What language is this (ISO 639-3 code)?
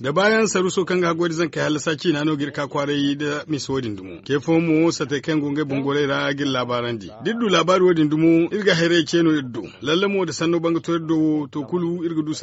dje